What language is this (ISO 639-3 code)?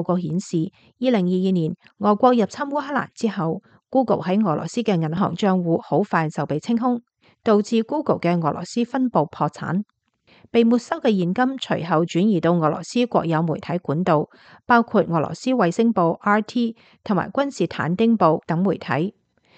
yue